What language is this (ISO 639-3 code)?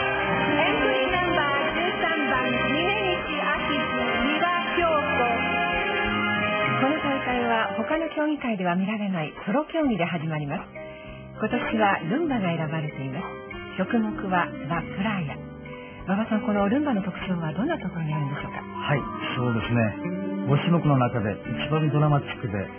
jpn